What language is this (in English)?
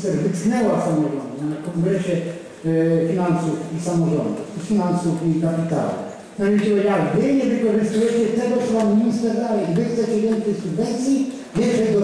Polish